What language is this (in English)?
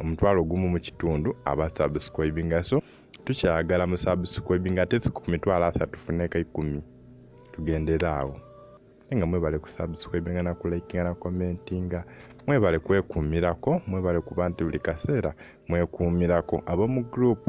Ganda